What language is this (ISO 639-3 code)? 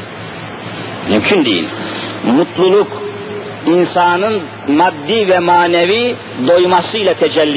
tur